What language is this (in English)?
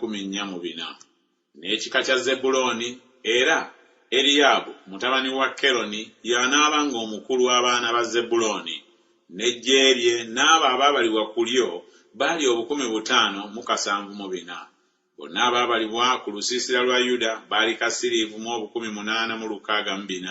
Ganda